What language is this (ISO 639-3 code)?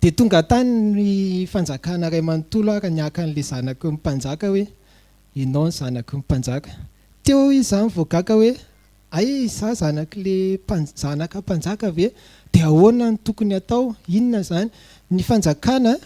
mlg